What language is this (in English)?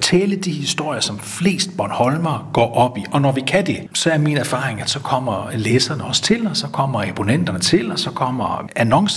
Danish